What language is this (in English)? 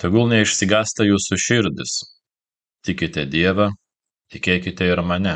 Lithuanian